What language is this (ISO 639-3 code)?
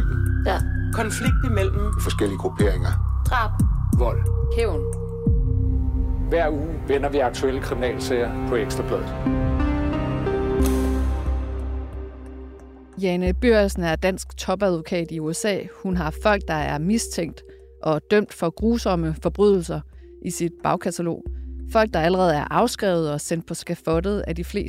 dan